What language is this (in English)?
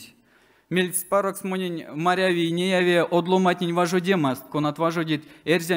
Erzya